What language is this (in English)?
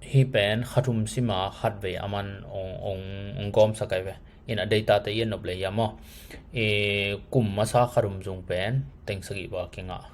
Tedim Chin